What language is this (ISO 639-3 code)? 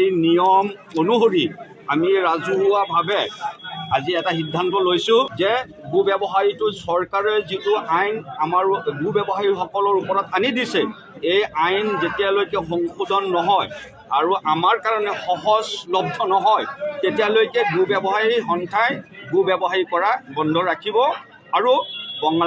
asm